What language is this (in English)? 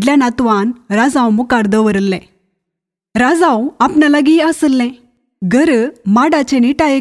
Konkani